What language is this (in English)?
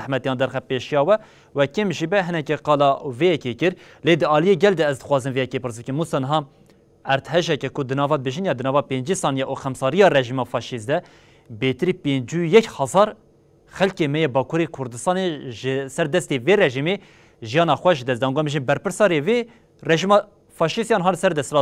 Kurdish